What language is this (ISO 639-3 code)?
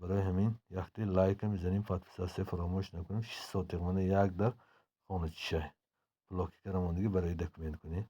tgk